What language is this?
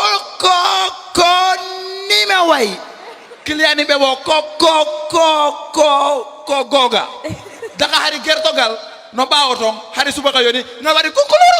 Fula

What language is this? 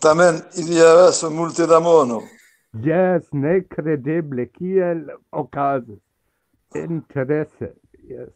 Esperanto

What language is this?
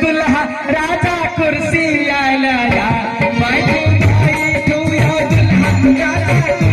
Maithili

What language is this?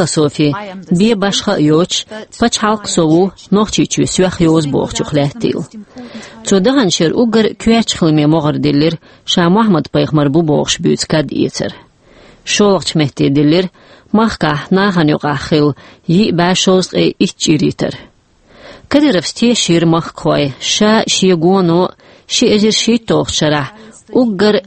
Chechen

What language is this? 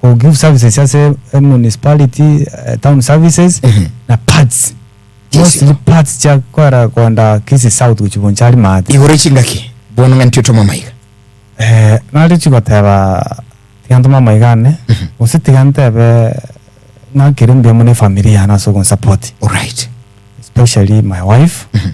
Gusii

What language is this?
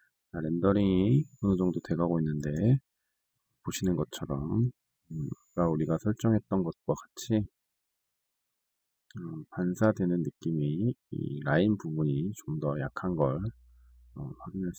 Korean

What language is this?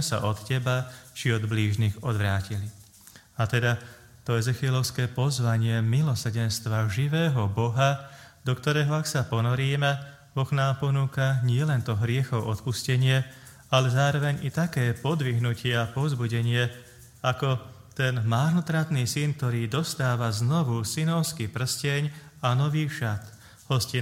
Slovak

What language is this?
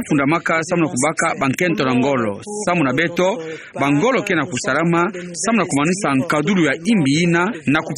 Kituba (Democratic Republic of Congo)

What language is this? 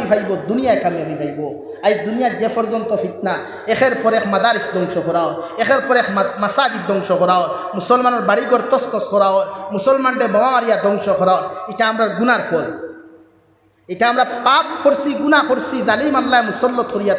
Sylheti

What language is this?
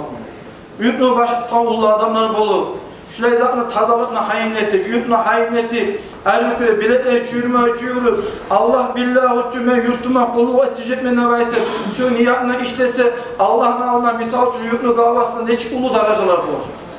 Kumyk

